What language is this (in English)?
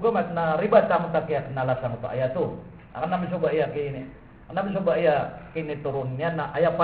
Maranao